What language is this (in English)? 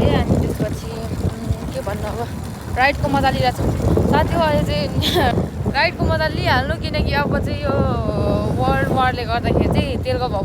Nepali